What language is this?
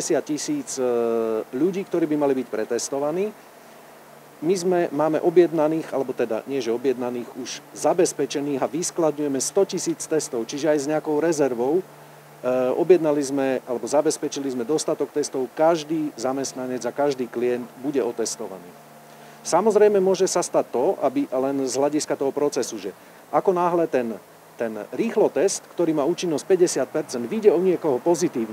Slovak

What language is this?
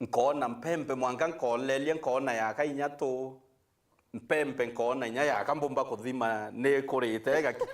Meru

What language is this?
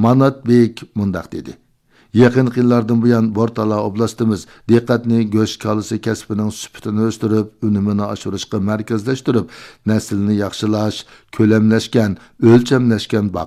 Uyghur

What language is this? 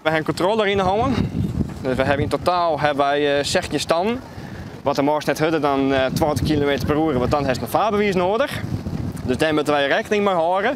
Western Frisian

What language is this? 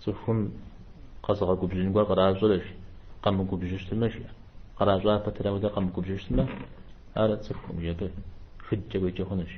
Kabardian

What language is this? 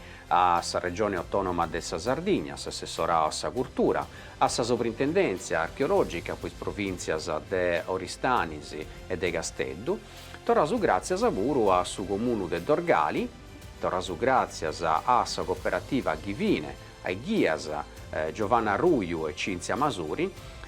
Sardinian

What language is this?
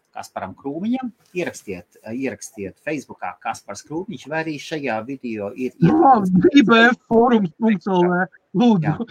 Latvian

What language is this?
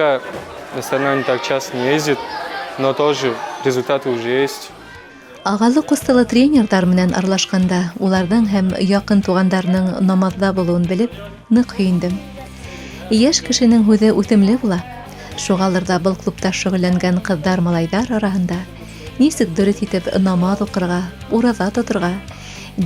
Bashkir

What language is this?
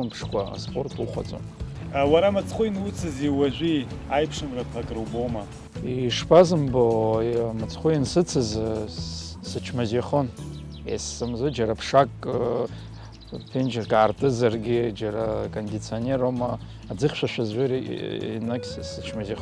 Abkhazian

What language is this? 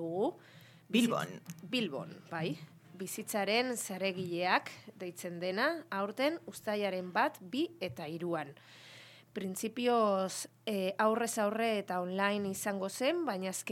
Basque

